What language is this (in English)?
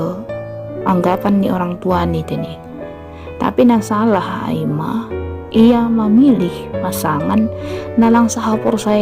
Batak Simalungun